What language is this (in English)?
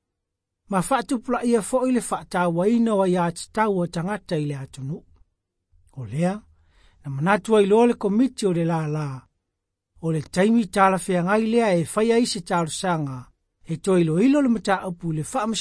Samoan